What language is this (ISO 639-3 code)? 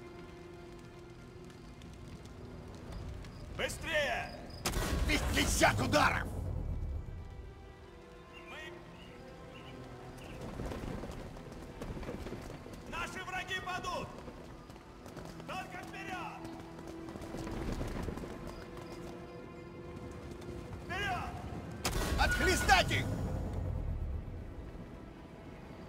rus